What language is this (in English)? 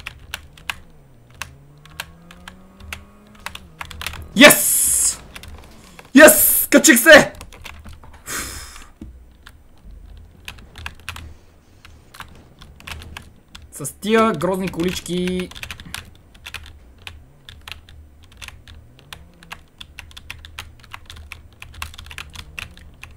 Bulgarian